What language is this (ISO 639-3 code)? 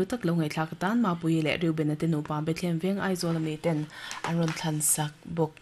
lus